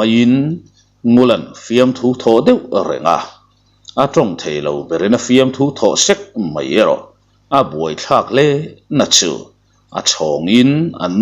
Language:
Mizo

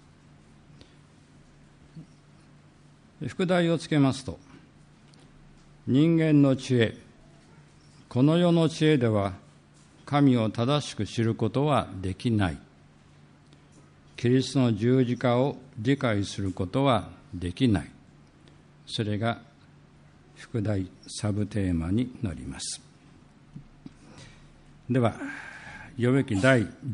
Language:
Japanese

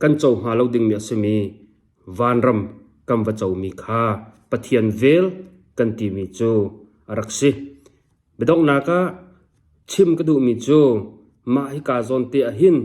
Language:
Hakha Chin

